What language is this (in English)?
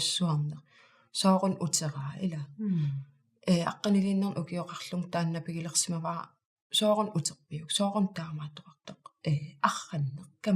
Kalaallisut